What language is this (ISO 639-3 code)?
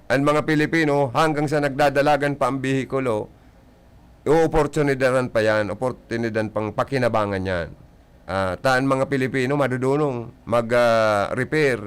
bik